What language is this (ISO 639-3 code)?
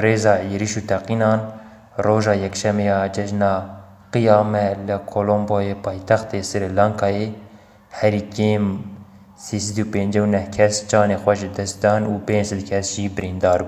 kur